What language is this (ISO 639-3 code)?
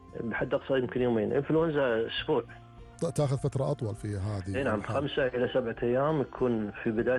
afb